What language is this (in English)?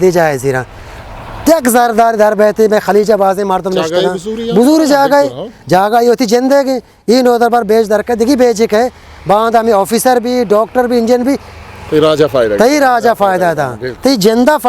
Eastern Balochi